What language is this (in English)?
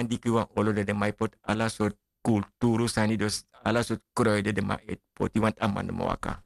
Sranan Tongo